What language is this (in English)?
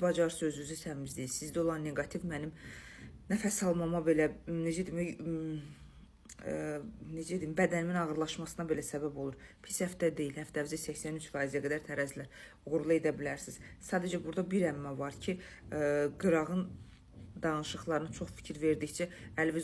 Azerbaijani